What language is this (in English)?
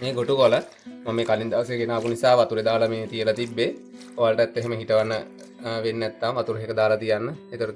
Sinhala